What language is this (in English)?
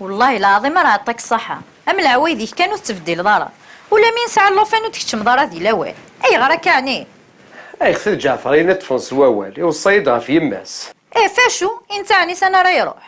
Kabyle